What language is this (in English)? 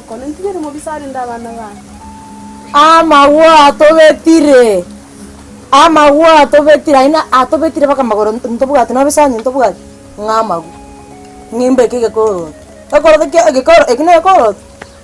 Gusii